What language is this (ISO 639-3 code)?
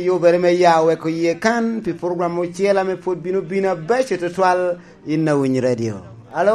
laj